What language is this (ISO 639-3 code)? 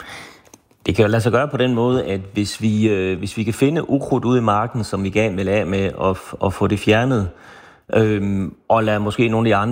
dan